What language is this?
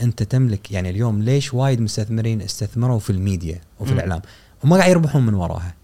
Gulf Arabic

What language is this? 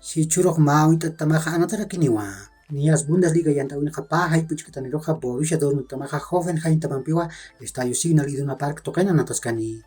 Aymara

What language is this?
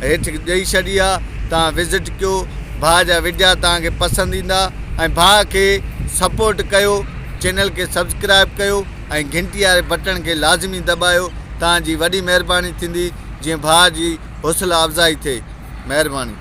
Sindhi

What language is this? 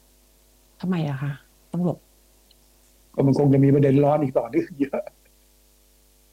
Thai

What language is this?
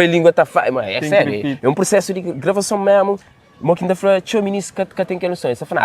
Kabuverdianu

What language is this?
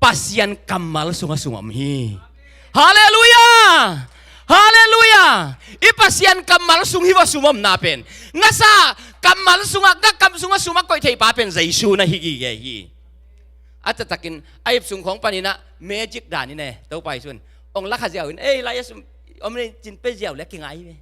Tedim Chin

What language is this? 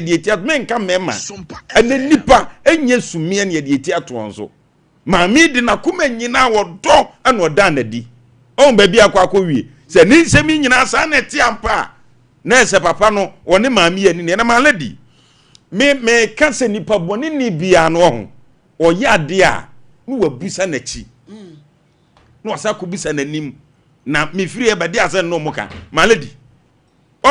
Akan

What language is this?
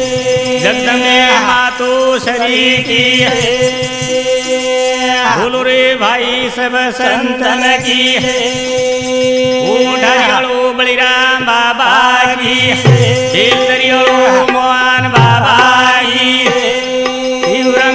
Lambadi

